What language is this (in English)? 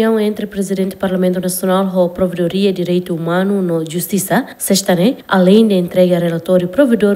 Tetum